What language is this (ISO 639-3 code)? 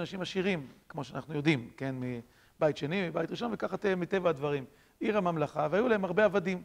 heb